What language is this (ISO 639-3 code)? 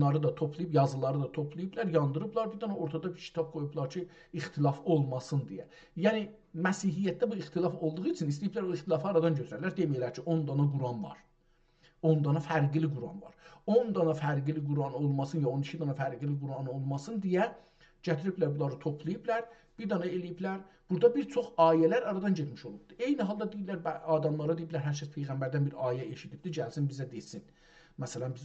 azb